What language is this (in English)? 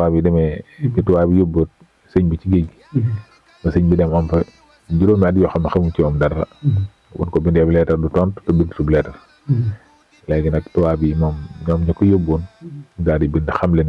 Wolof